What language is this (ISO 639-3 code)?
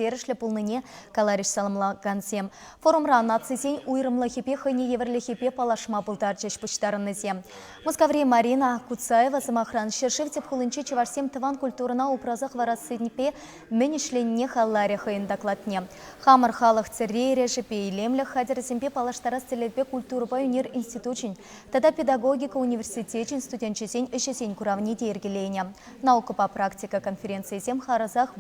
chv